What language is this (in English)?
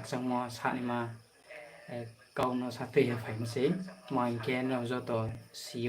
Riang (India)